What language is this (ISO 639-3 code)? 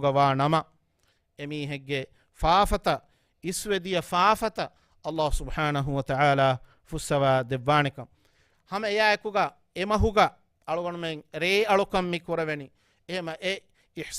div